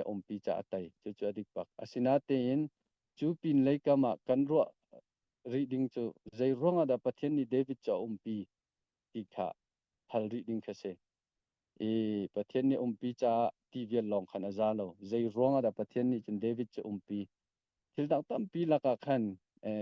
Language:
Hakha Chin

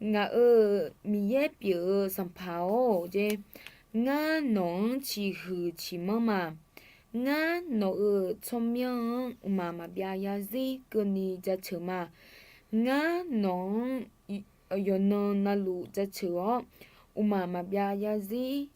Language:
Akha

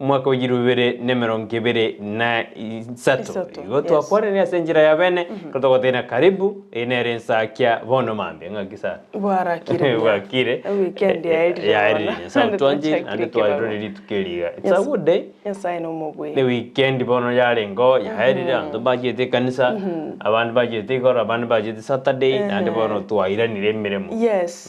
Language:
Gusii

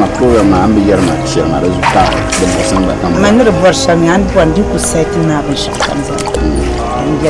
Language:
Dagbani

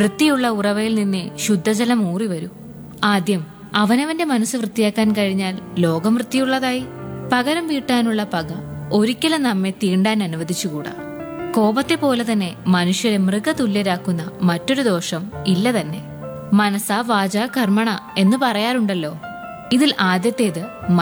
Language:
Malayalam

